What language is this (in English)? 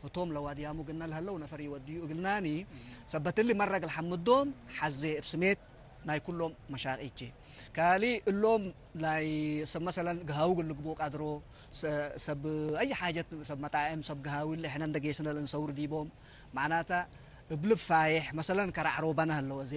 Tigre